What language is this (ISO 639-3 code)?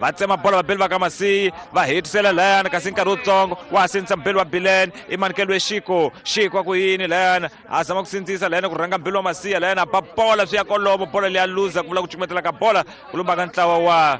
tso